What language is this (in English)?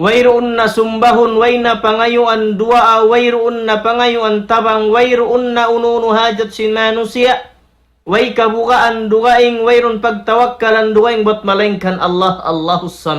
Tausug